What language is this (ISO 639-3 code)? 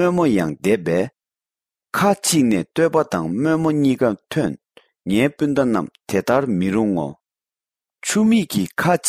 bod